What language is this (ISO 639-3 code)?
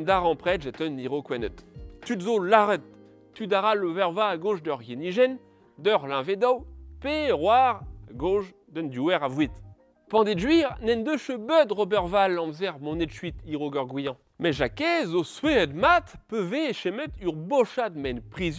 bre